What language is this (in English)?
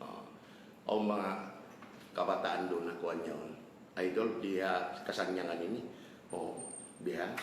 Tausug